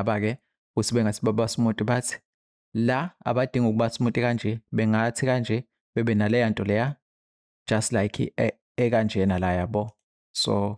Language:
Zulu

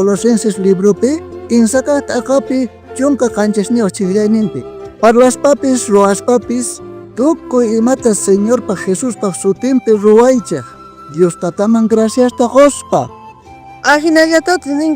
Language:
South Bolivian Quechua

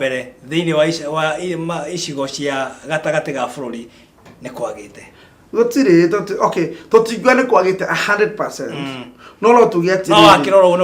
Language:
Kikuyu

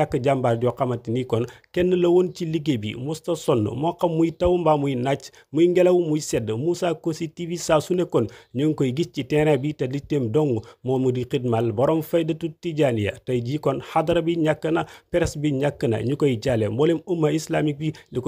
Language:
Wolof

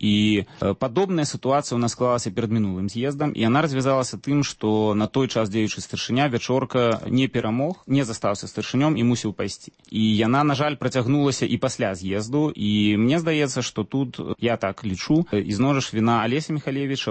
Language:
Belarusian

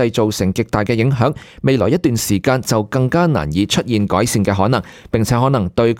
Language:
Cantonese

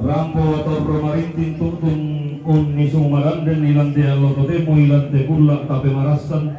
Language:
Toraja-Sa'dan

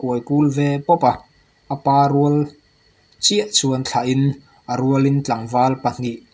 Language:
Mizo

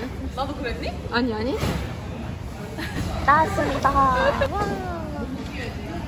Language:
Korean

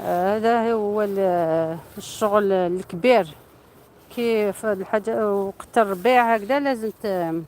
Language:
Algerian Arabic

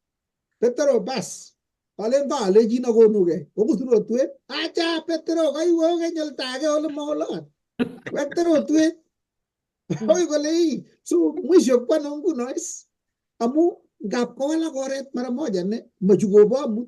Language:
Kalenjin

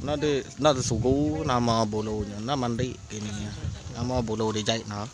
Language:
Iban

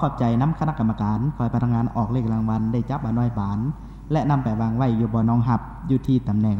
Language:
Lao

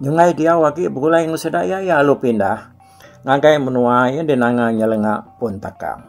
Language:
Iban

